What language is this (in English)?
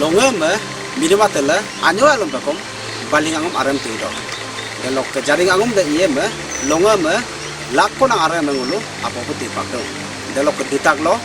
Adi